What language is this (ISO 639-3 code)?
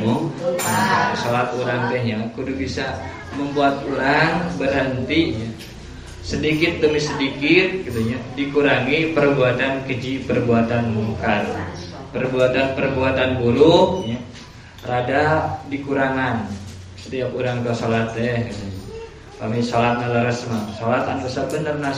sun